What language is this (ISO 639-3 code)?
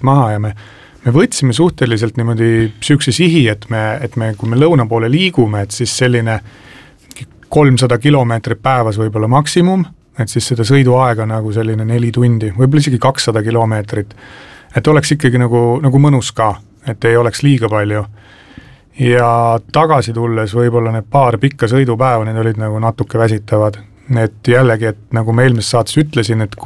est